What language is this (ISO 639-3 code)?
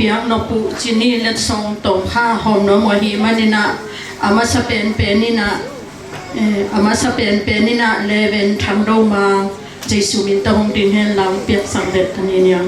ctd